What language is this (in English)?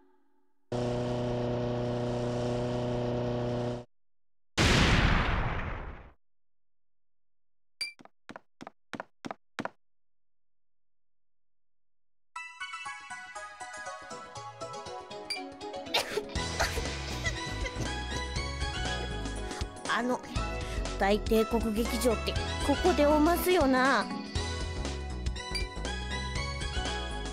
Japanese